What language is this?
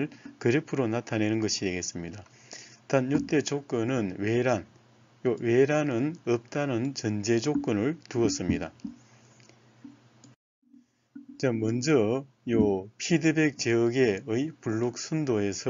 Korean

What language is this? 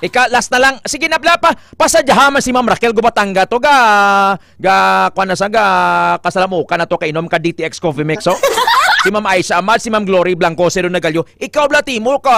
Hiligaynon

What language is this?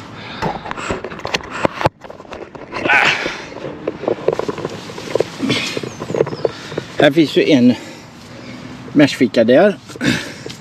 Swedish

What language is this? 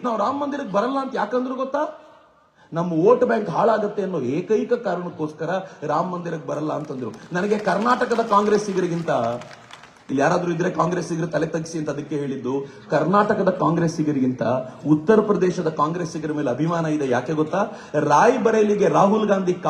Kannada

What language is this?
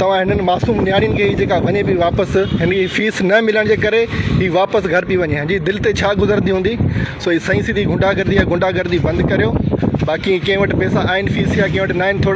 Sindhi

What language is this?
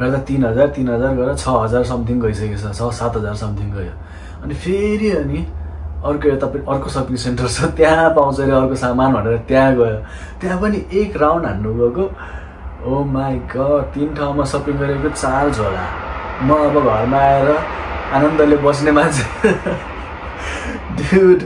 Nepali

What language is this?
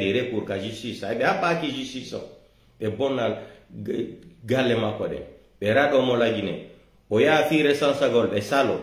Pular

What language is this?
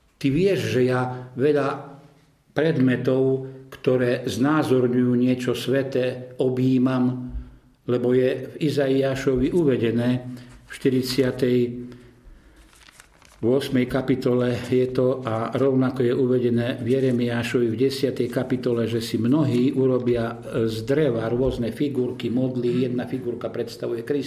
Slovak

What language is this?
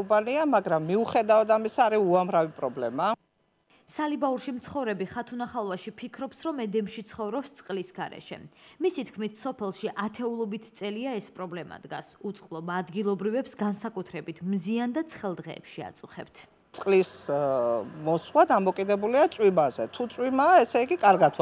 Georgian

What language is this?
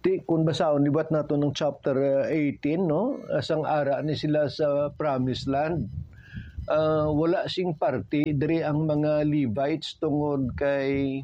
Hiligaynon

